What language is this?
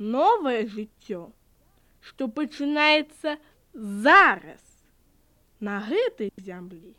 Belarusian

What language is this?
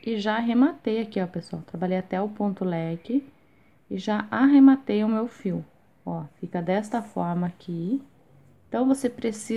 Portuguese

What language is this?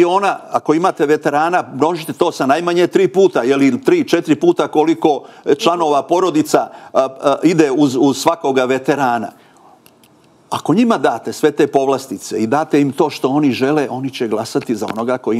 Serbian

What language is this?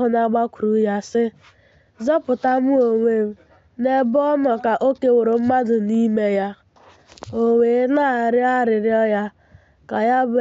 Igbo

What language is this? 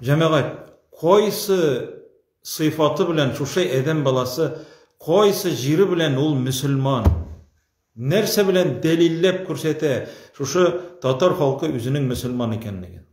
Tatar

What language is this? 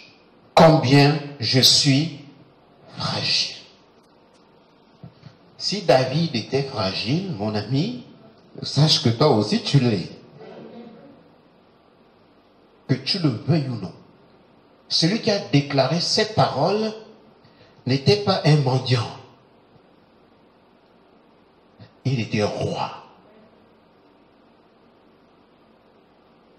French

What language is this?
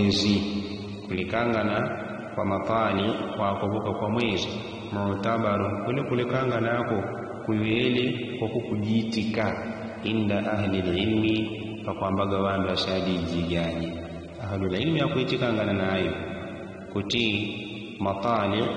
Yao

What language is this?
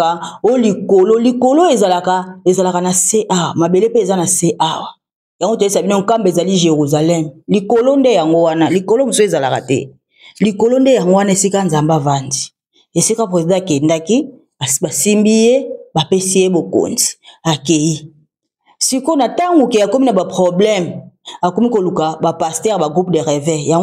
Lingala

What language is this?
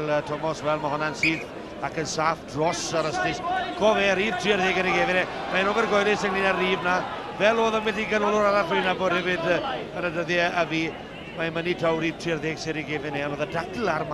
Welsh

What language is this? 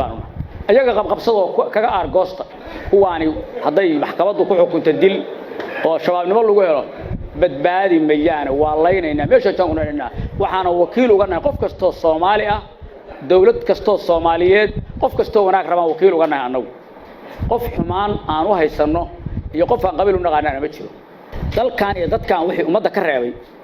Somali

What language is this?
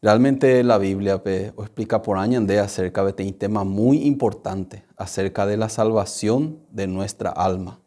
Guarani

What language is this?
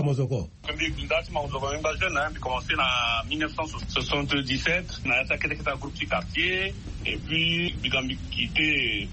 Sango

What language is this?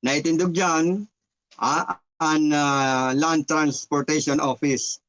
Bikol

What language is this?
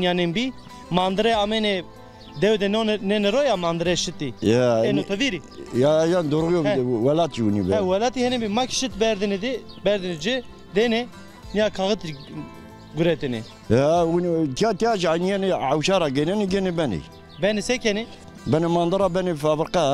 Zaza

